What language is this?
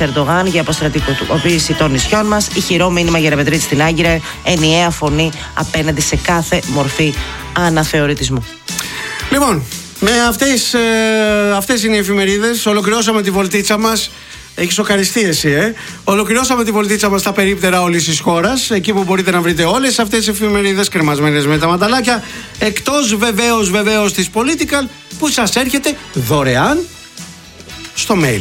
Greek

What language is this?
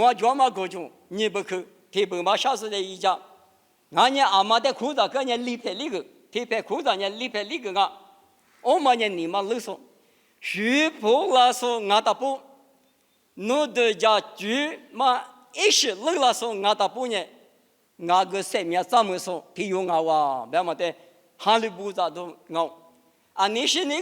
Lisu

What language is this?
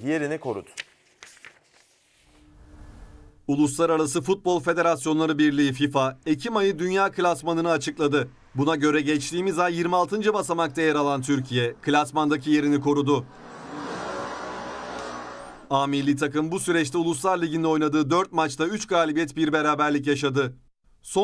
Turkish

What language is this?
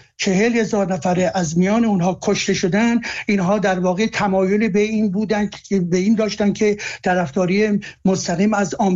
Persian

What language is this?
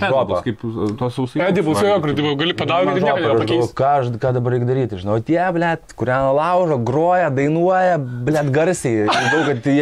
Lithuanian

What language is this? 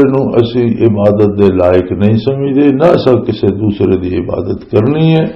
Western Panjabi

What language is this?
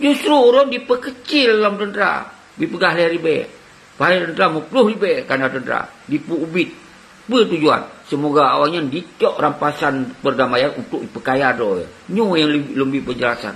Achinese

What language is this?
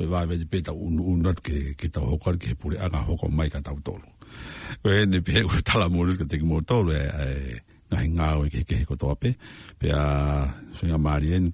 Tongan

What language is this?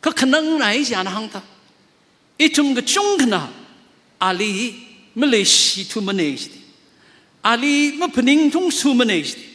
Tangkhul Naga (India)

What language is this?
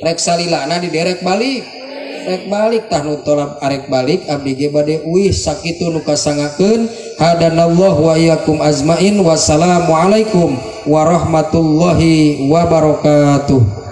Sundanese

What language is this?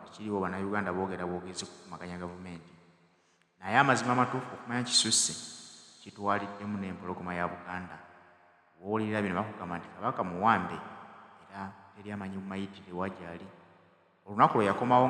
Ganda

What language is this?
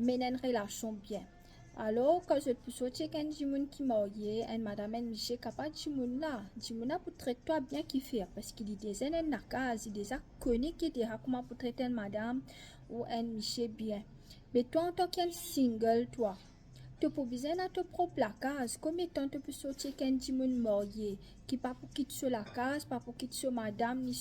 Morisyen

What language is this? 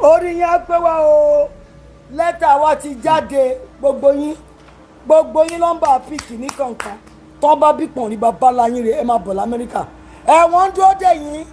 Yoruba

